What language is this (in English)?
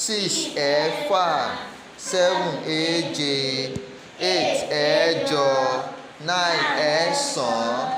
Yoruba